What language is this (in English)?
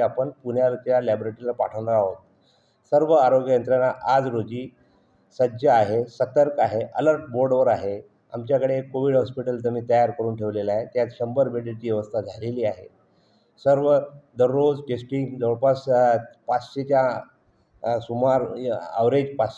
Marathi